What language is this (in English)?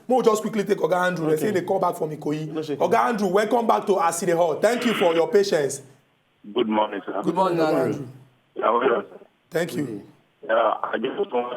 Nigerian Pidgin